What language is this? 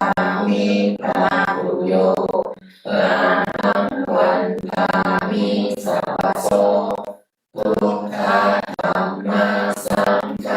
Pali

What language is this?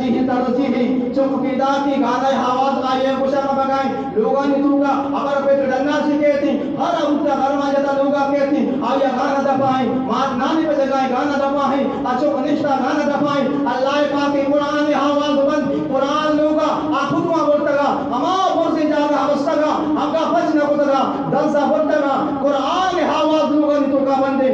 Baluchi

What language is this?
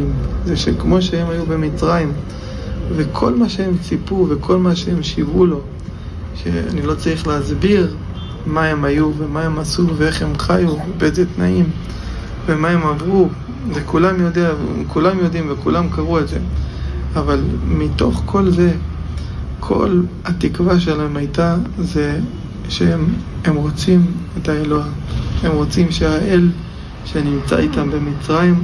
Hebrew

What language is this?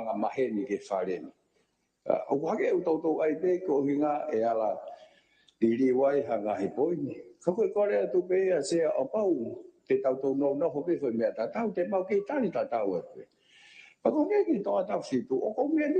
Tongan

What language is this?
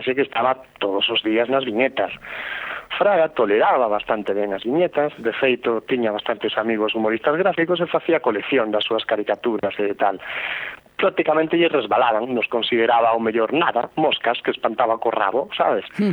Galician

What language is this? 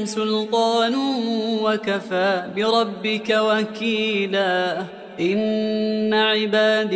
Arabic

